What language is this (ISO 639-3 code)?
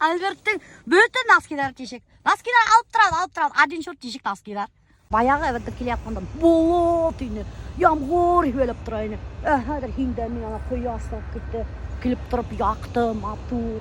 bak